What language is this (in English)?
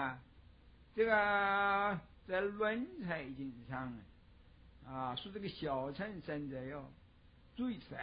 Chinese